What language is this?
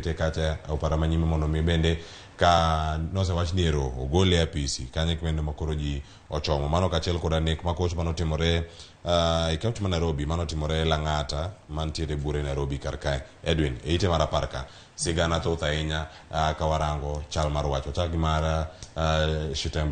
Luo (Kenya and Tanzania)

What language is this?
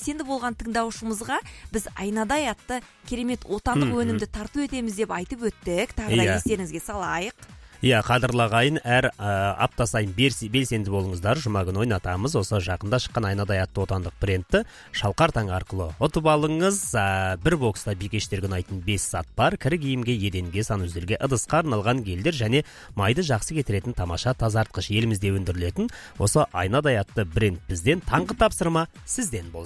Kazakh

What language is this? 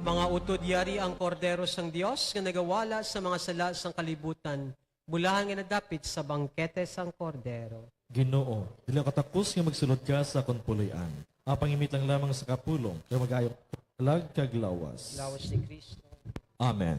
Hiligaynon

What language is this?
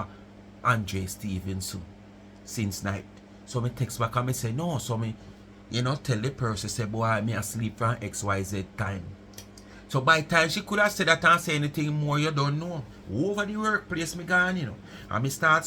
Jamaican Creole English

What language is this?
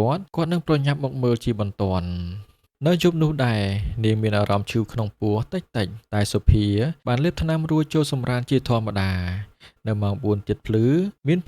Khmer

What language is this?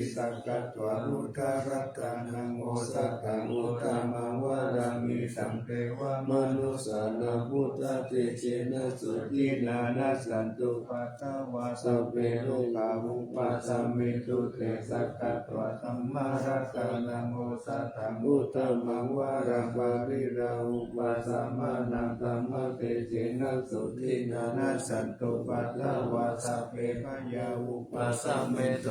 Pali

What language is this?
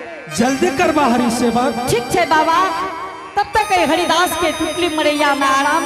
Angika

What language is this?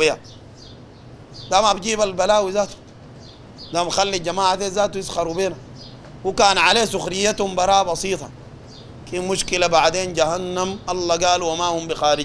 Sudanese Arabic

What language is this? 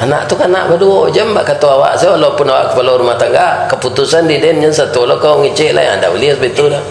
Minangkabau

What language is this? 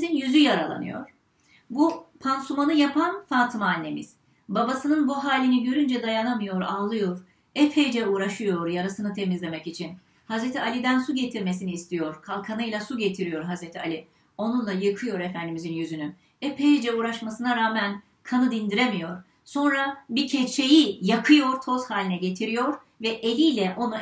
Turkish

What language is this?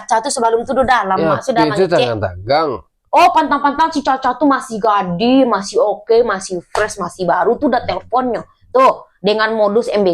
Minangkabau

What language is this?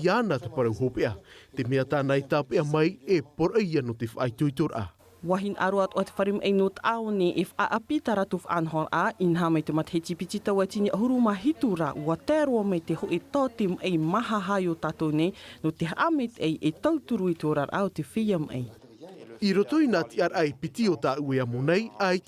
Tahitian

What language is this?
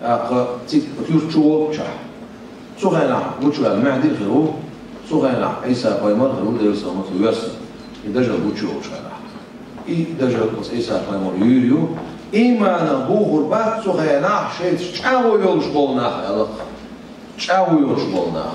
Chechen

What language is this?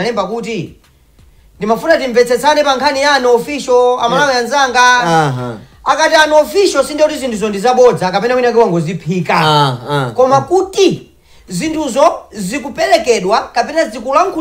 Nyanja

